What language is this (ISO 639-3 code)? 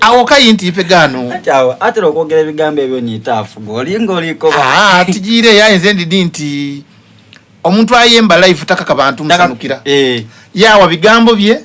xog